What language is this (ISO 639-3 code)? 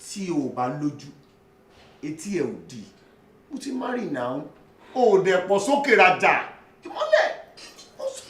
yor